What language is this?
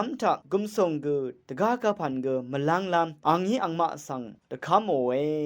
Rawang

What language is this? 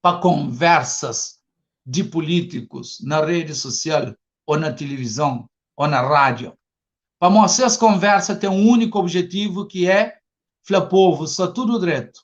Kabuverdianu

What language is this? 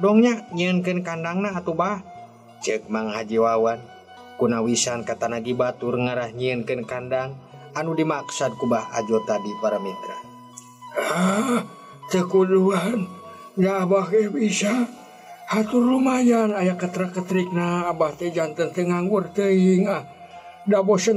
Sundanese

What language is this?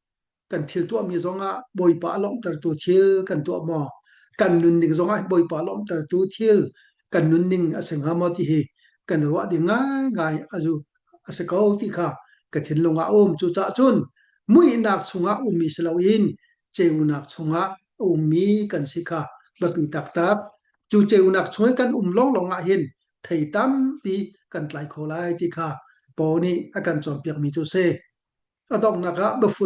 Hakha Chin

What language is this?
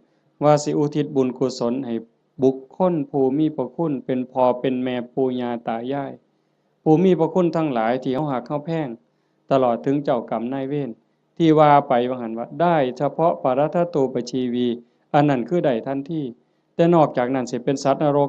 Lao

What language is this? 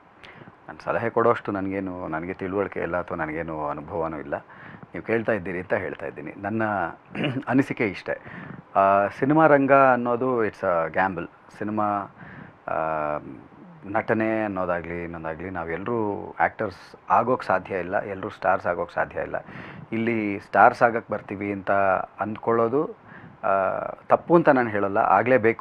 Kannada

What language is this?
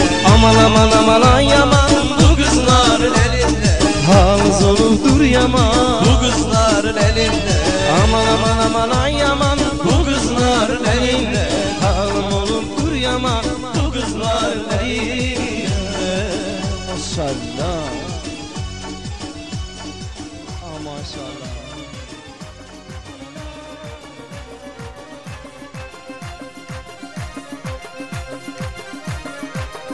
Turkish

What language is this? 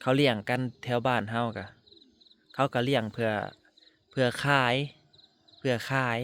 Northeastern Thai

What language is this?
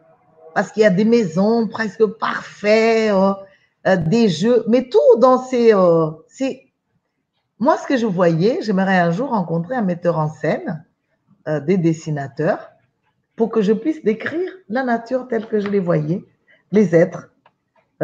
French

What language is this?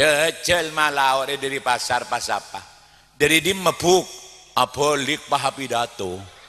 Madurese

